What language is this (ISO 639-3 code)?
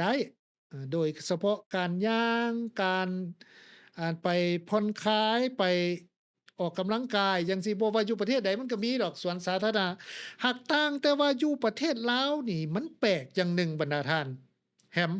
lao